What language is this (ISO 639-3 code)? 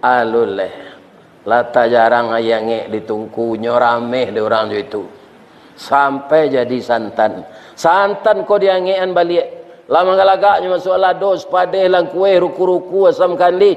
min